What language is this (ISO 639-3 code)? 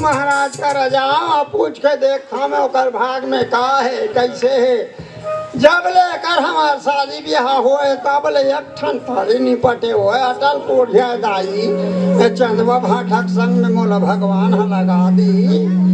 hne